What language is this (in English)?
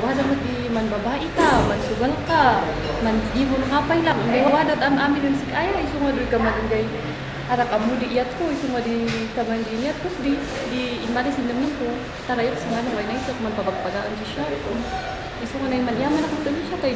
Kankanaey